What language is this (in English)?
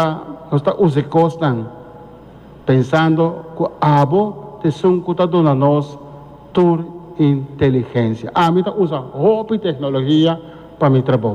Papiamento